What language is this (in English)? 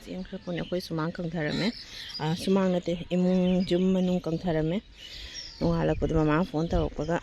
Manipuri